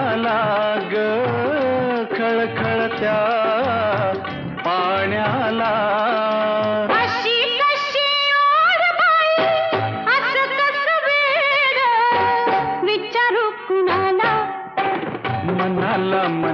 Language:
Marathi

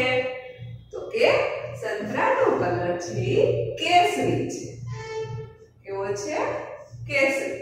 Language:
Gujarati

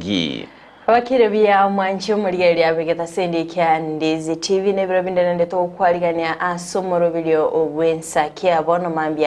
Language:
Gusii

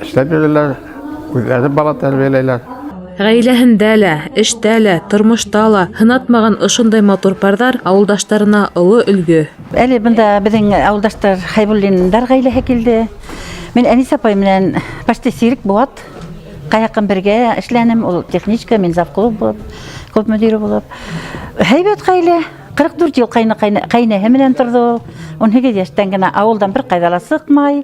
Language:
Bashkir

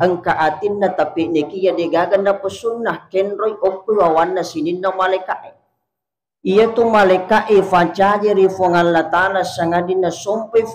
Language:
Buginese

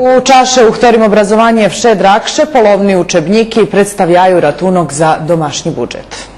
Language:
Rusyn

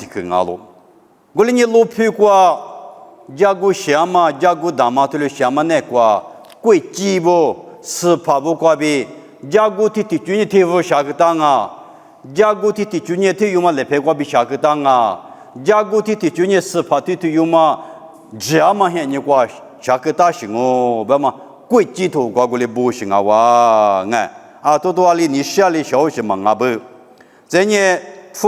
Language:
Lisu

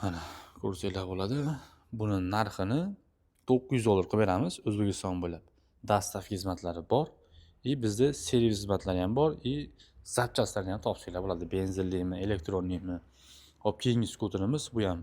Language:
Uzbek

